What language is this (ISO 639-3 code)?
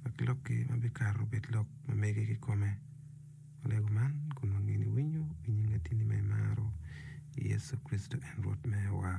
ach